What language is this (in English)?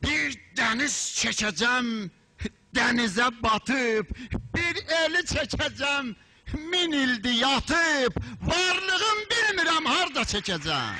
South Azerbaijani